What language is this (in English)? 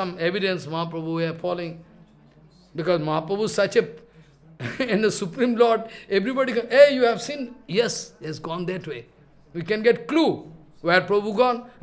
English